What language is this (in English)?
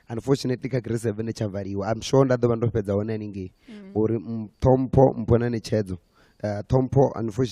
Venda